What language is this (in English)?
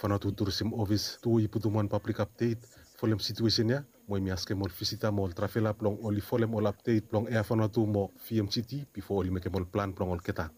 Bislama